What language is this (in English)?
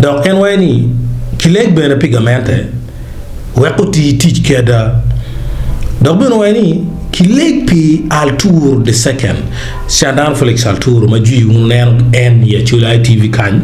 Acoli